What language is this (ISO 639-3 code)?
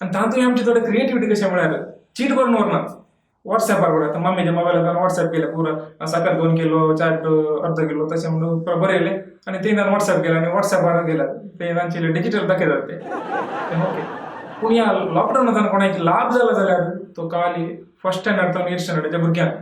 kok